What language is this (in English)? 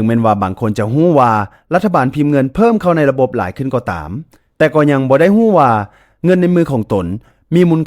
Lao